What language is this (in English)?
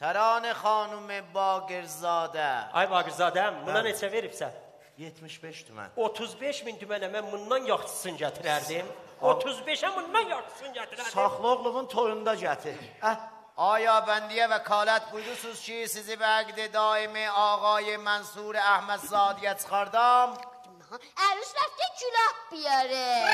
South Azerbaijani